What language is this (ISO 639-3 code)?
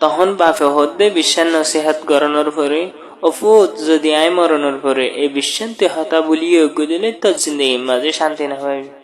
rhg